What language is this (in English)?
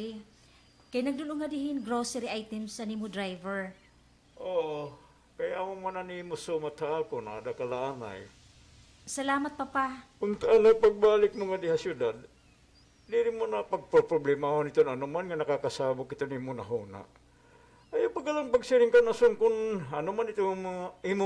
Waray